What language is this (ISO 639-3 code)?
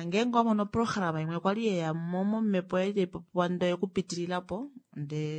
kua